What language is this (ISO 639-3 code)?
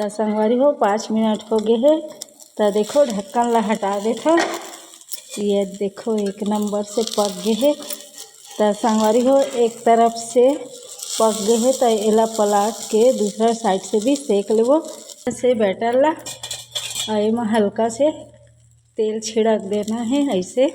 hne